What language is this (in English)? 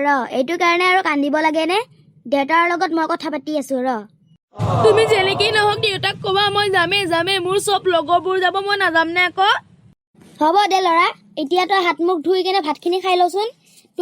Assamese